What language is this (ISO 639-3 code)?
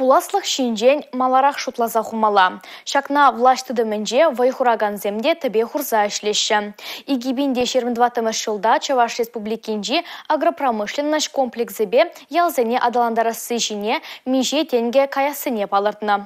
chv